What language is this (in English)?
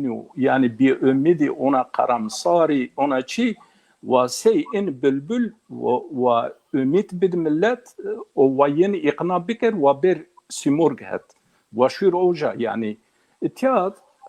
Zaza